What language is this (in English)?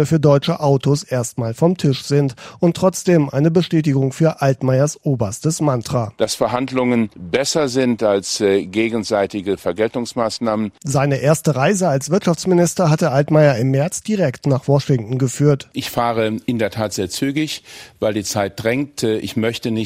German